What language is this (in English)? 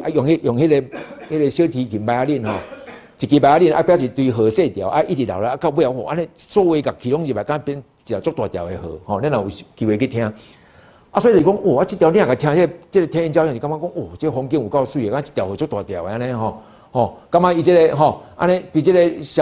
Min Nan Chinese